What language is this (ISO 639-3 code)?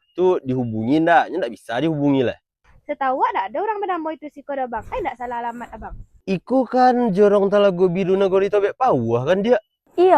min